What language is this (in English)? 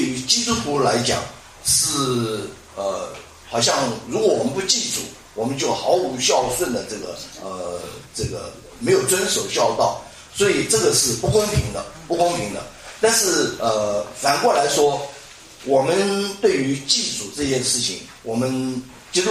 Chinese